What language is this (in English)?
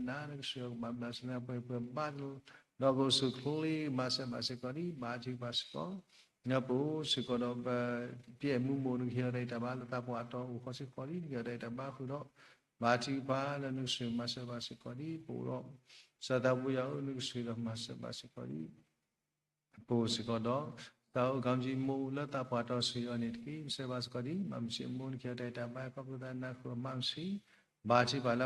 S'gaw Karen